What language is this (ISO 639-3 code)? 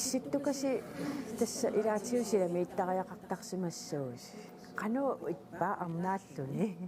kal